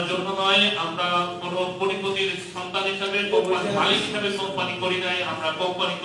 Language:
Bangla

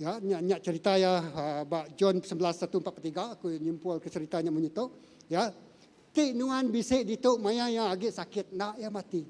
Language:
Iban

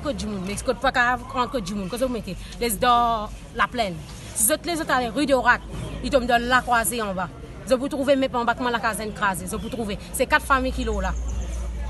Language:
Morisyen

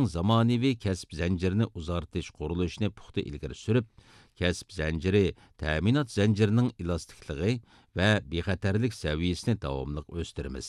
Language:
Uyghur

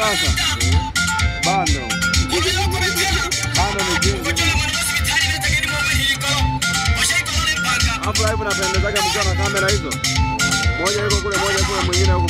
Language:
Swahili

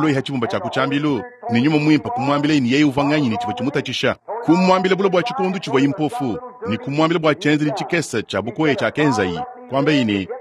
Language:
Luba-Lulua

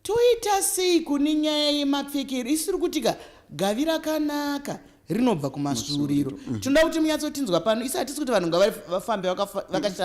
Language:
Shona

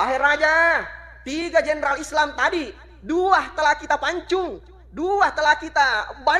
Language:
Buginese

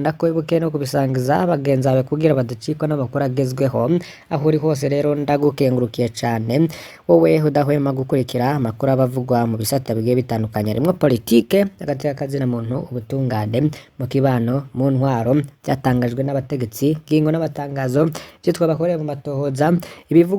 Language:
Rundi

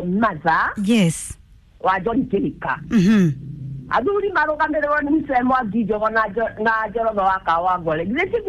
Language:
Kikuyu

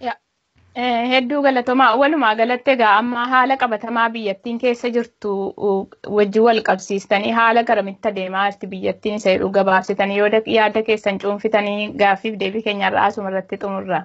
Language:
Oromo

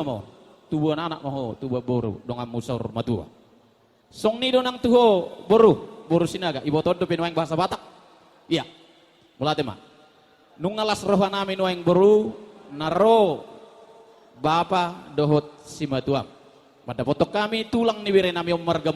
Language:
Batak Toba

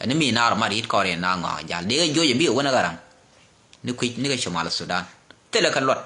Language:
Nuer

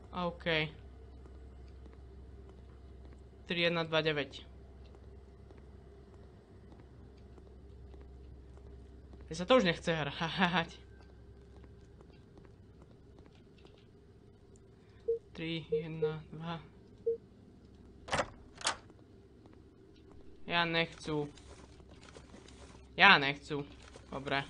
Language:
Slovak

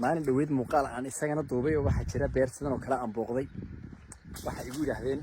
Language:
Somali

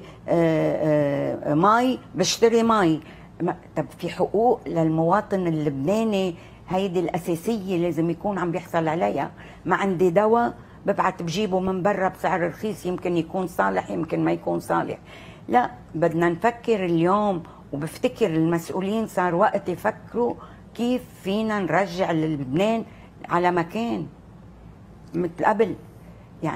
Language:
North Levantine Arabic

